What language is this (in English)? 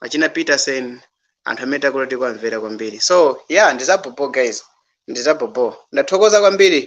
Nyanja